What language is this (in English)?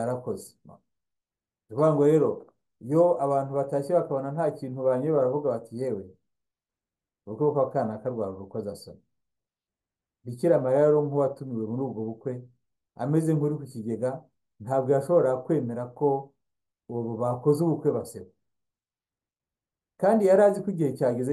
Kinyarwanda